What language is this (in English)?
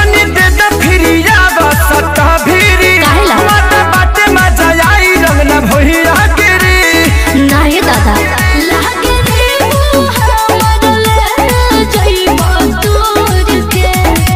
Bhojpuri